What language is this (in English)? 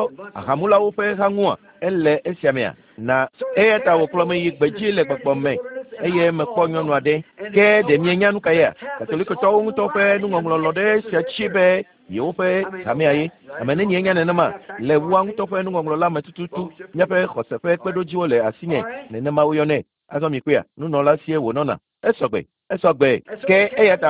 Ewe